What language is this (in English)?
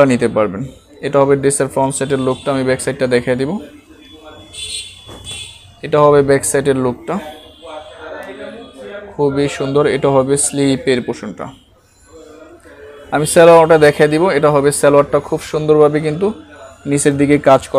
Bangla